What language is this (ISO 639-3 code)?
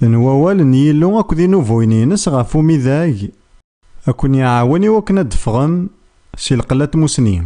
kab